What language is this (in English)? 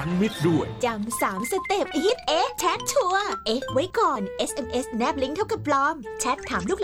Thai